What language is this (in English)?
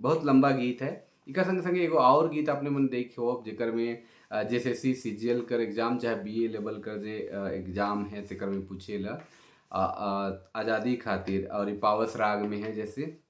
Sadri